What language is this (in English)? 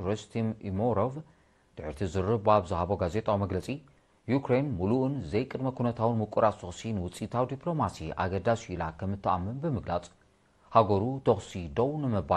Tigrinya